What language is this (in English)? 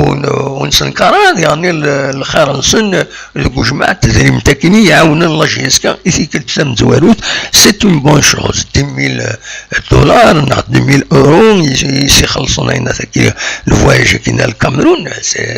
Kabyle